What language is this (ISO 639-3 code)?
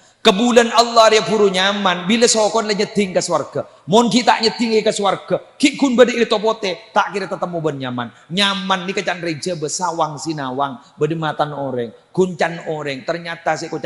mad